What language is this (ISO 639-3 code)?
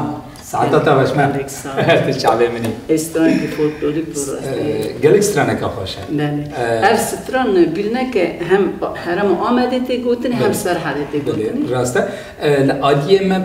kur